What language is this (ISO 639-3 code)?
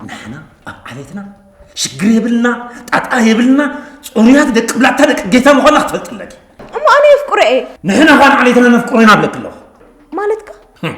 tir